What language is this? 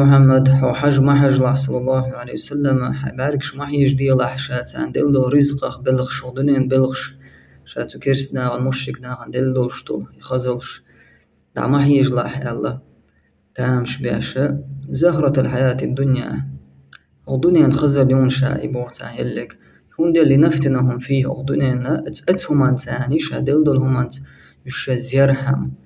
Chechen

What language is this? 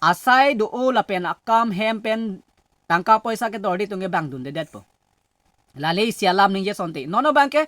Karbi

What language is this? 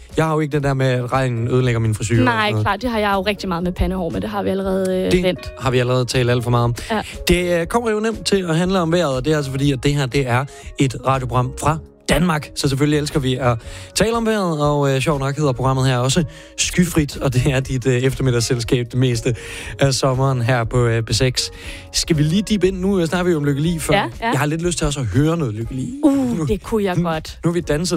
Danish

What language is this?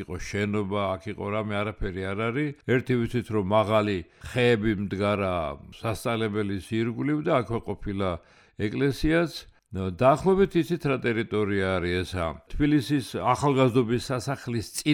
Georgian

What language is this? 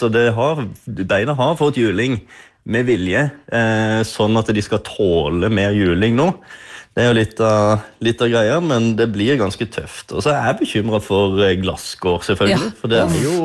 Norwegian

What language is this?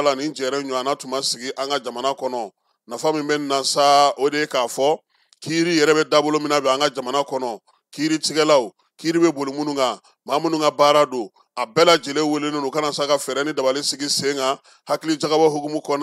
Bambara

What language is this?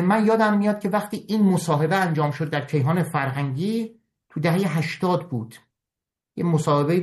Persian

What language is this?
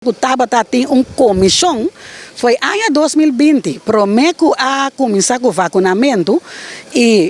Papiamento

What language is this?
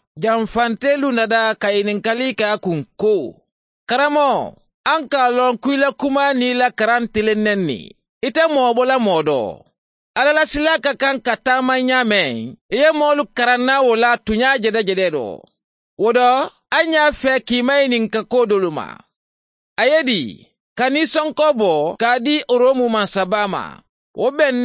Mandingo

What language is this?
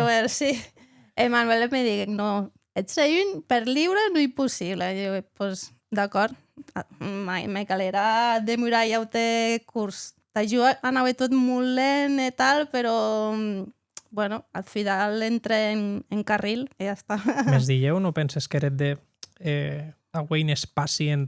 Occitan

